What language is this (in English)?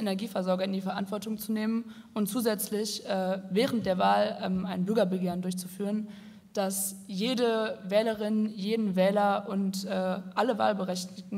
German